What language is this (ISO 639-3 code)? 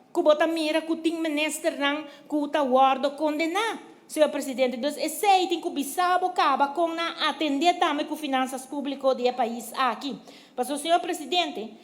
pap